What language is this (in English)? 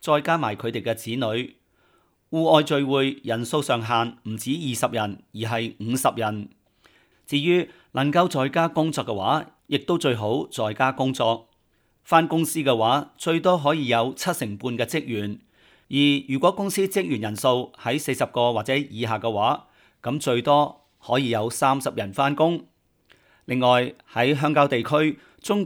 Cantonese